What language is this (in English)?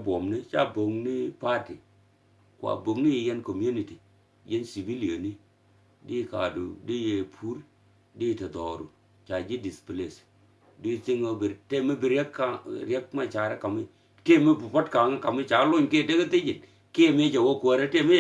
Nuer